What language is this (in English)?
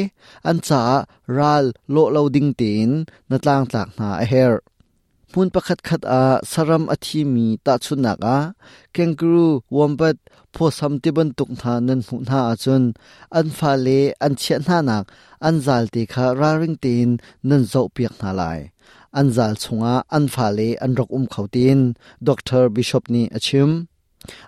Hakha Chin